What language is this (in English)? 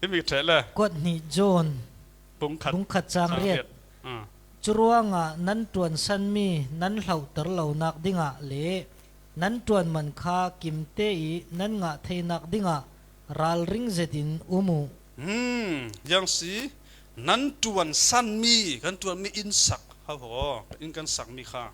Falam Chin